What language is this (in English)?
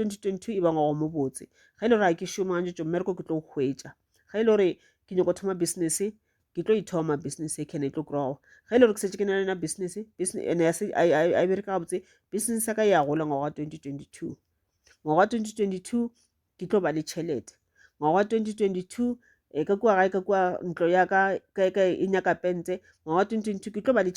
Northern Sotho